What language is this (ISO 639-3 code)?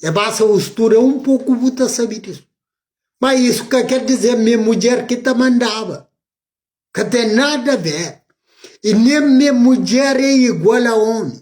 kea